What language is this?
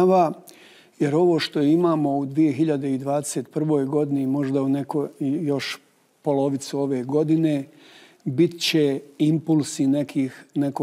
Bosnian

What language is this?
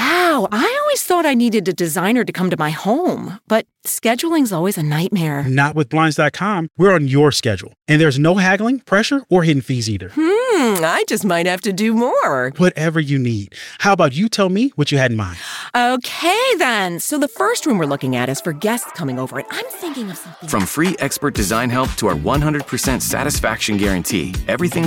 English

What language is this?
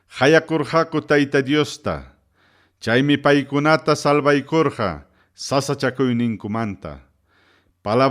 Ayacucho Quechua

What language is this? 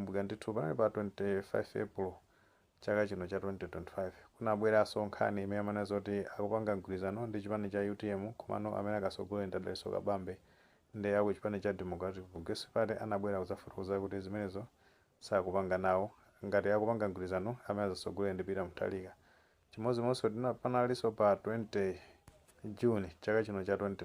Nyanja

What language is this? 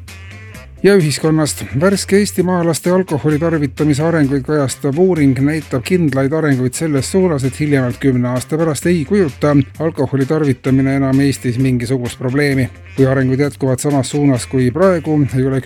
Estonian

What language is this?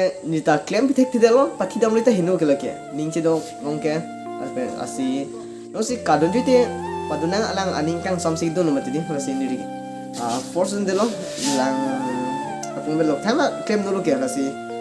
Karbi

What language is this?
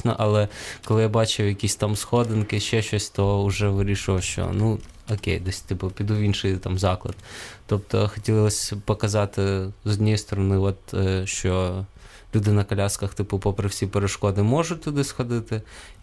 Ukrainian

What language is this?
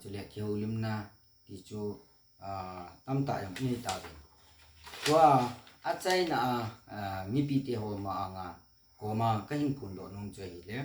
Thado Chin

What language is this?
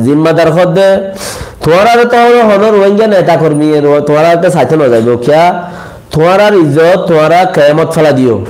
Rohingya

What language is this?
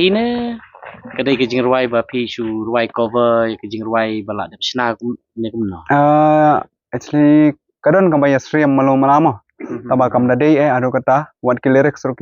Khasi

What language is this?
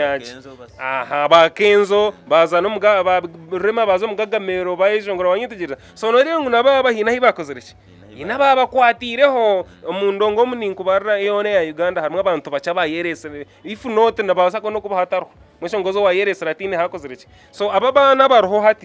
Nyankole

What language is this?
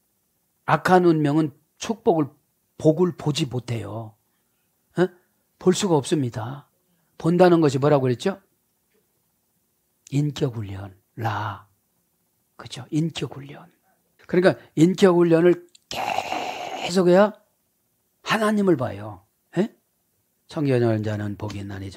Korean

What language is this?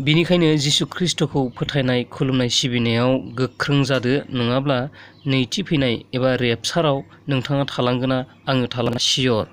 Bodo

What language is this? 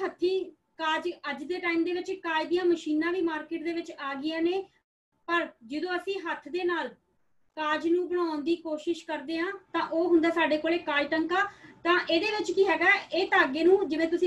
Punjabi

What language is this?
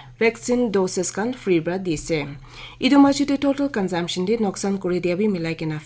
Naga Pidgin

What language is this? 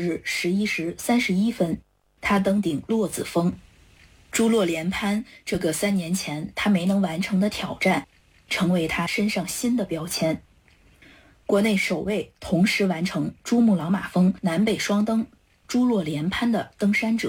Chinese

